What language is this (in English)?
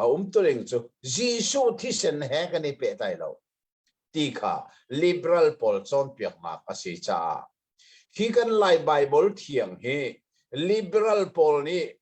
Hakha Chin